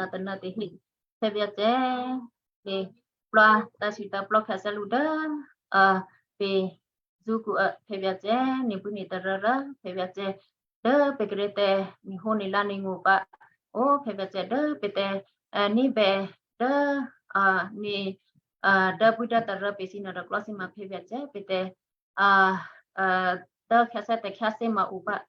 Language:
Western Kayah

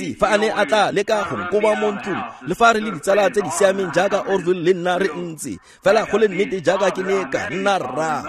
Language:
Tswana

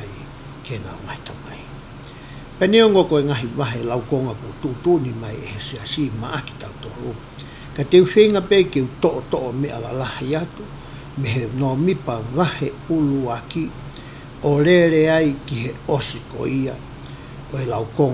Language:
Tongan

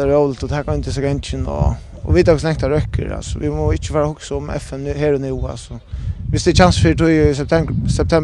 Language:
Faroese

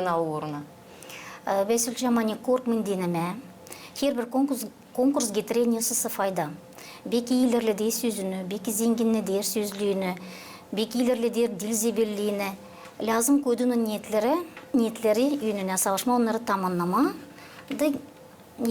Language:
Gagauz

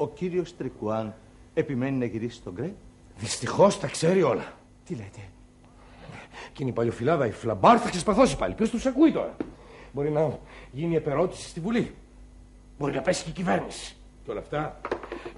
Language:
Greek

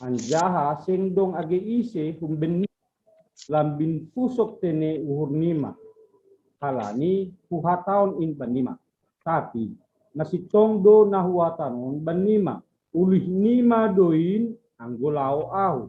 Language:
Batak Simalungun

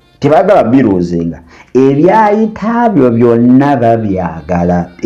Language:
Ganda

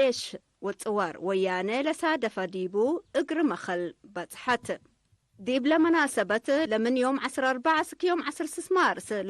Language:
Tigre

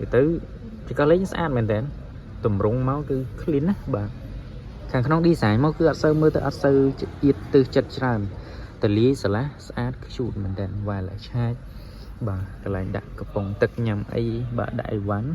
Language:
Khmer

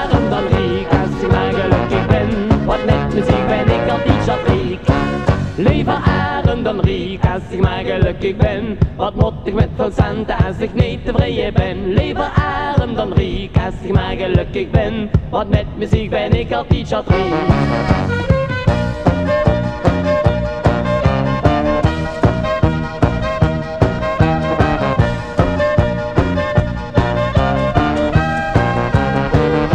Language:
Dutch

